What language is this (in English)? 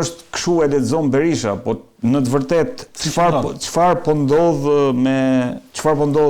Albanian